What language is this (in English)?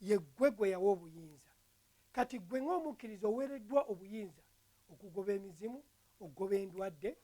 Ganda